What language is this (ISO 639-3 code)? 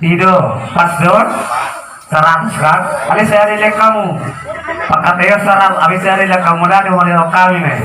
bbc